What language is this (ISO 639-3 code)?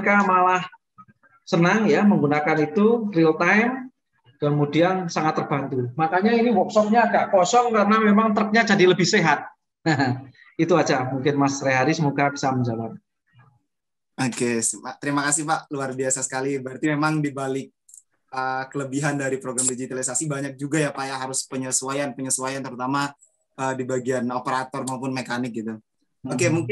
ind